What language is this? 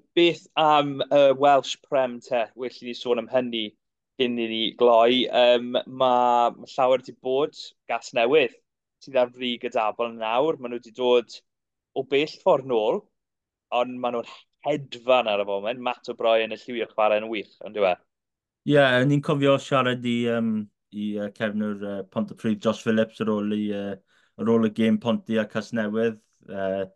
Welsh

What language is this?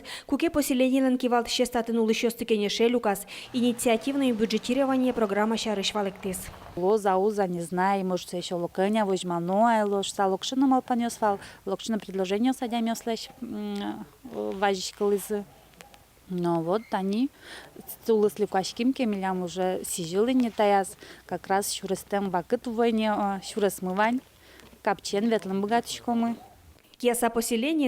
Udmurt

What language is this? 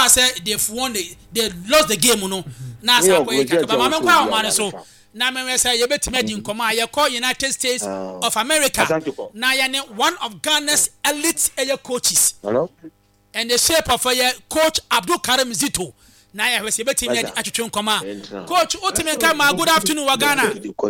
Akan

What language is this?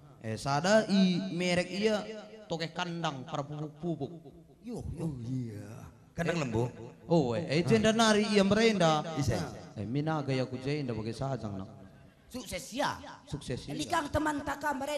Batak Karo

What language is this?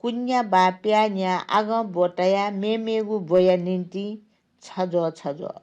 Newari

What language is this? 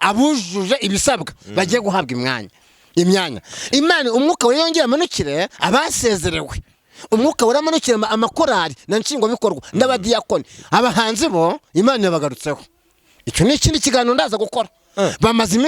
Kinyarwanda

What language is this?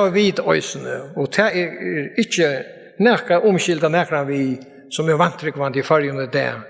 Faroese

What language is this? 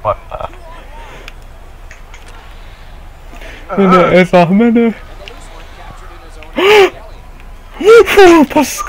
Finnish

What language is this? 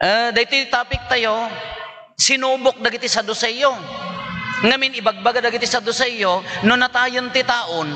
Iloko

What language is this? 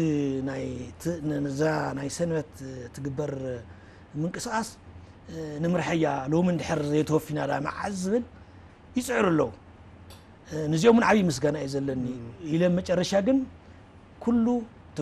Tigrinya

